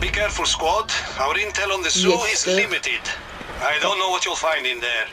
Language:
South Azerbaijani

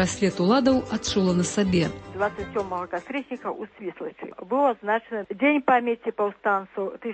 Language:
Belarusian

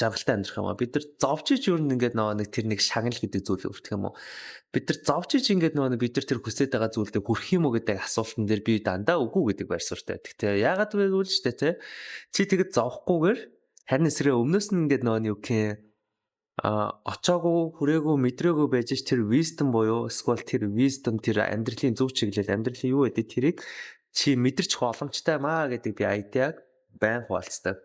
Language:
Mongolian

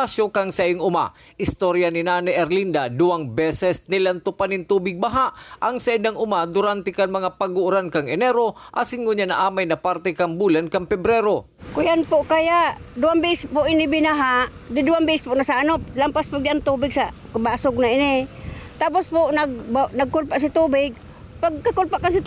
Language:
Bikol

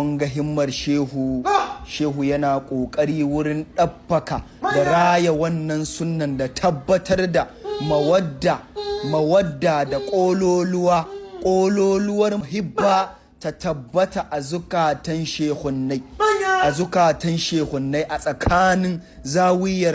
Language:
Hausa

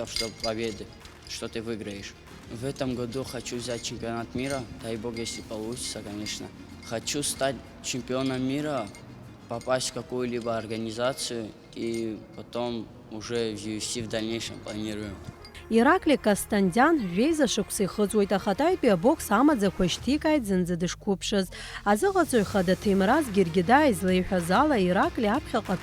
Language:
Abkhazian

